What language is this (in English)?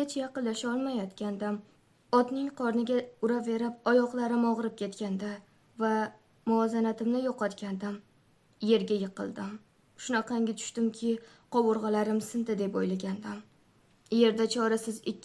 Uzbek